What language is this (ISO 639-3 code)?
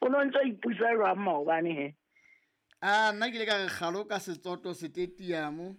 sot